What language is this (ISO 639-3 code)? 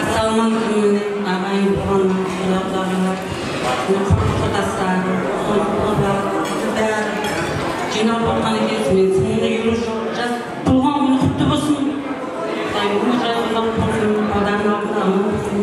kaa